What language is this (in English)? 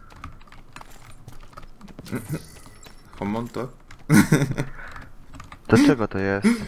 Polish